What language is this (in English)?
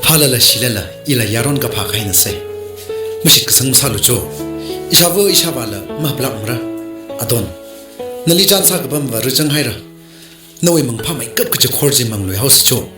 Tangkhul Naga (India)